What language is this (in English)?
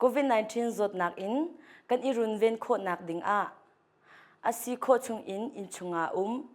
Hakha Chin